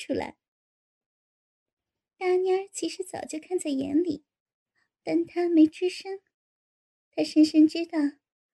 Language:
Chinese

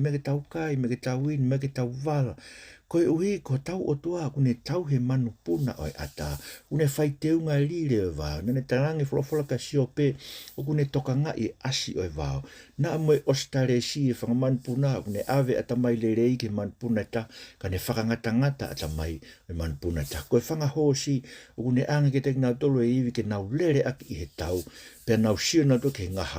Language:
Tongan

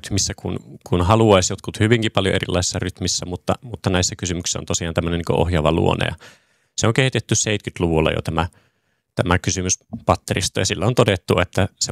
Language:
Finnish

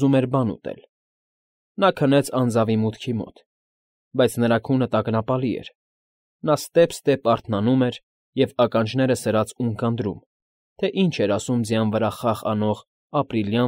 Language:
Armenian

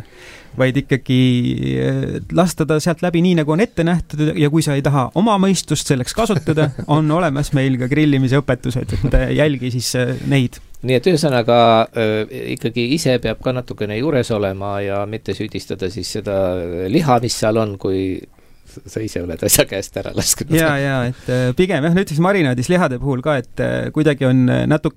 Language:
Estonian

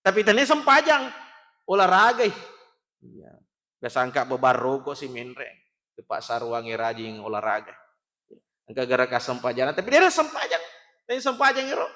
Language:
Buginese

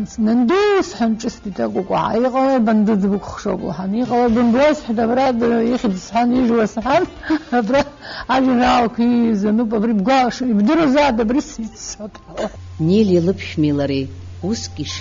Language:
Abkhazian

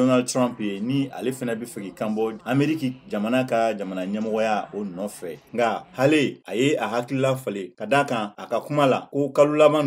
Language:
Bambara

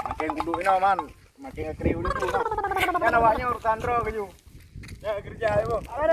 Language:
Achinese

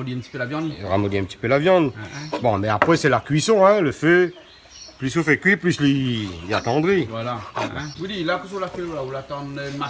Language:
Réunion Creole French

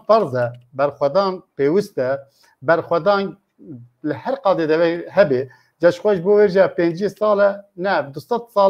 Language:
Kurdish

